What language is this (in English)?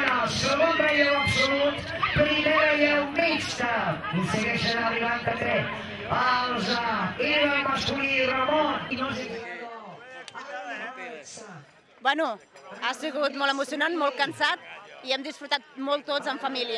Catalan